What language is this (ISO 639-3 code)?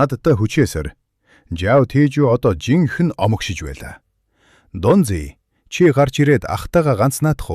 mon